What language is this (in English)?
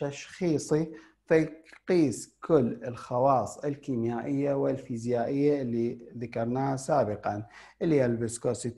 Mesopotamian Arabic